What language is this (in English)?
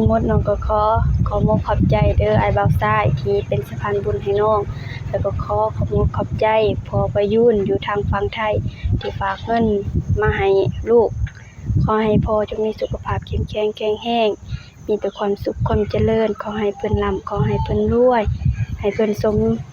Lao